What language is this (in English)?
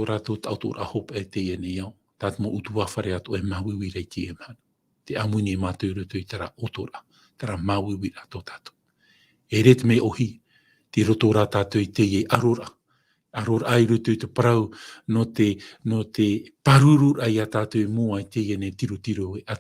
Tahitian